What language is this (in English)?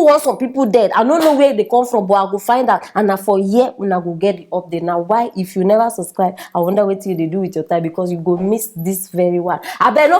Nigerian Pidgin